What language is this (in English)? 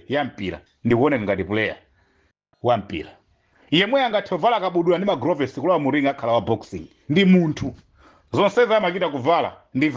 Nyanja